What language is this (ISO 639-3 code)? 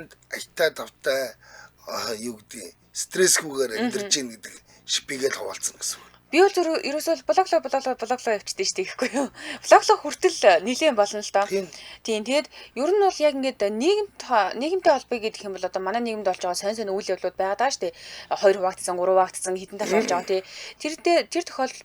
mon